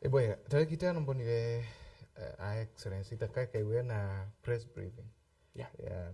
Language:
Meru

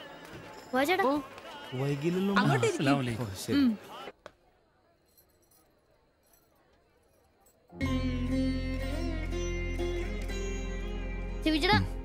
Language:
Malayalam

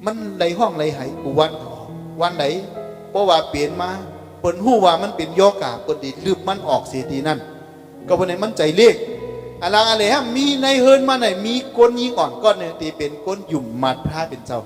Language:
Shan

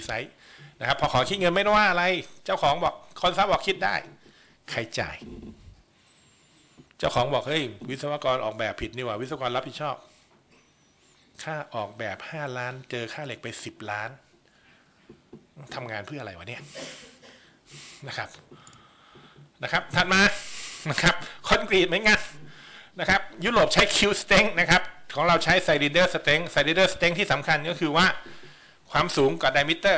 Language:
Thai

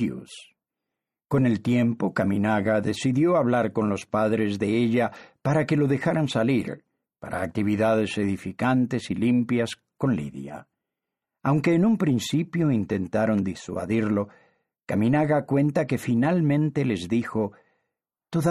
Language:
Spanish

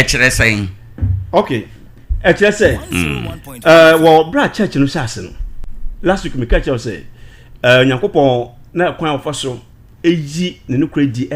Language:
Akan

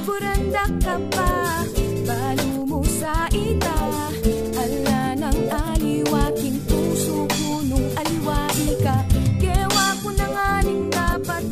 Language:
Pampanga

